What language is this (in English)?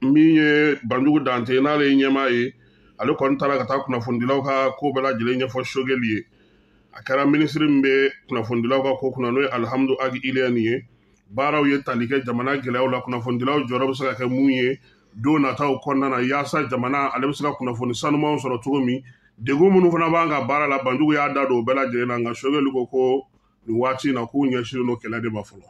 Bambara